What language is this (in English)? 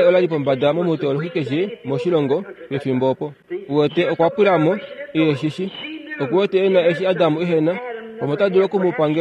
Kuanyama